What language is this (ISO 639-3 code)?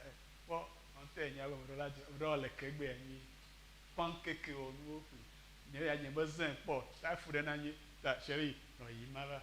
ewe